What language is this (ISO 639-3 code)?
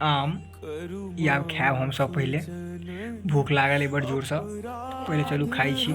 mai